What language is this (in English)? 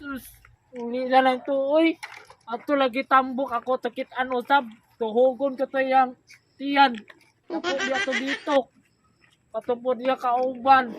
Cebuano